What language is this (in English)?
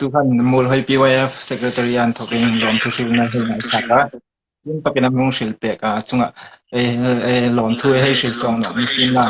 Hmar